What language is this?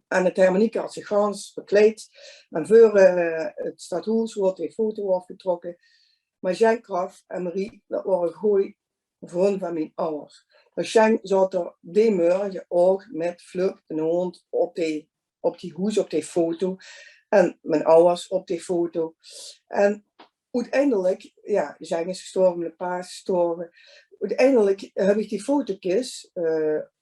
Limburgish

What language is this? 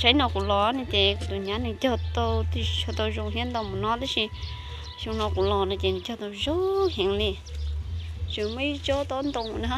Hmong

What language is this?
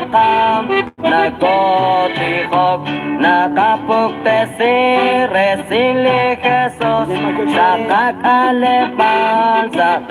Kekchí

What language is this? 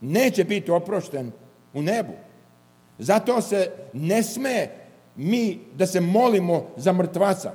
Serbian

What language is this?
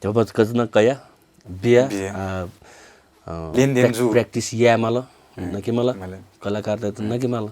Newari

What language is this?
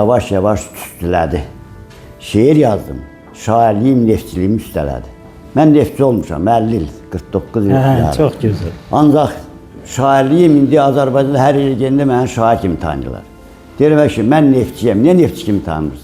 Azerbaijani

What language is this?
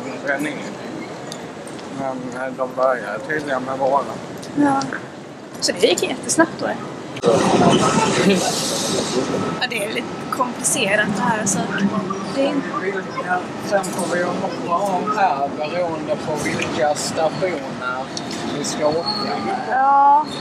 Swedish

